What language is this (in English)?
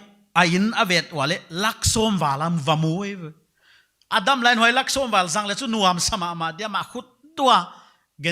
Paite Chin